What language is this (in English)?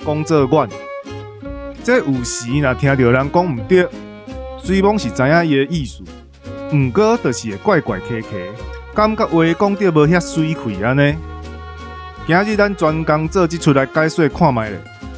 Min Nan Chinese